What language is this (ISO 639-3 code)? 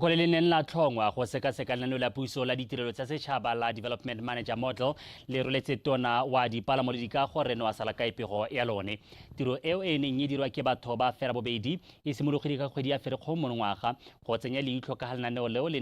tsn